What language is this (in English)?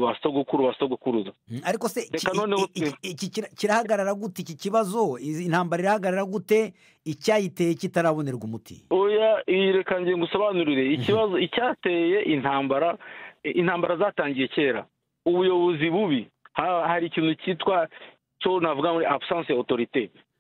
Kinyarwanda